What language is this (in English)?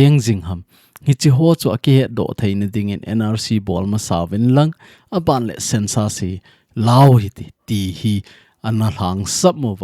Thado Chin